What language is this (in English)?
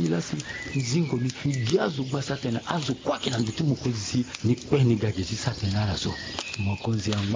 Sango